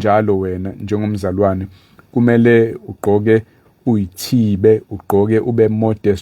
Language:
Zulu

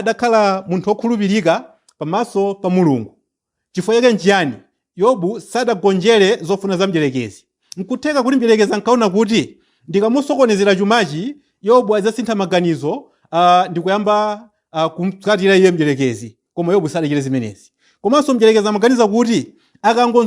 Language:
Nyanja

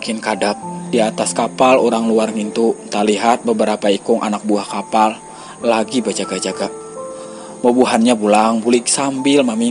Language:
Banjar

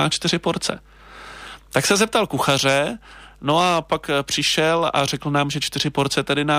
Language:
Czech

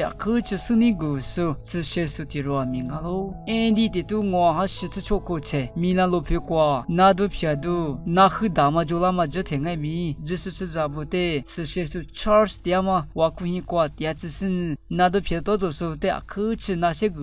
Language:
Lisu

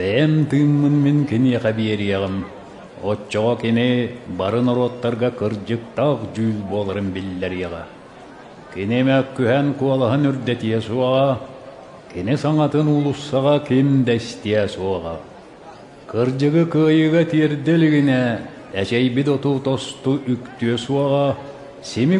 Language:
Yakut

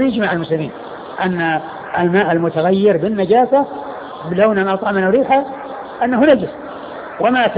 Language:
Arabic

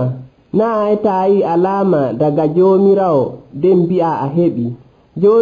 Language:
Nigerian Fulfulde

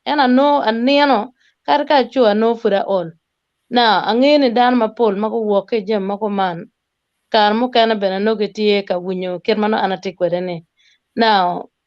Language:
Acoli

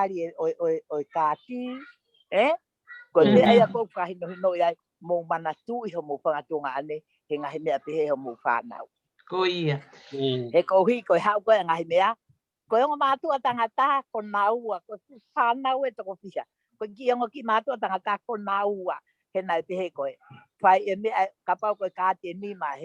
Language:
Tongan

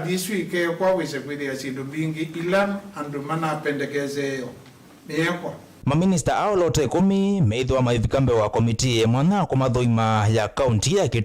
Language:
Kamba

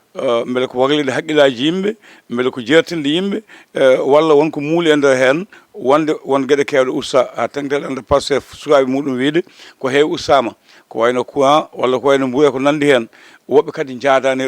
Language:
Fula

